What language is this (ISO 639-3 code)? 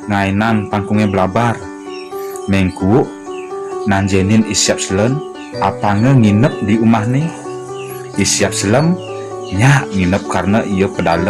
ban